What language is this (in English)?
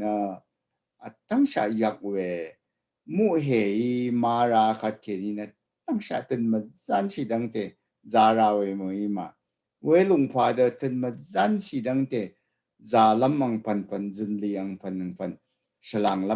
Rawang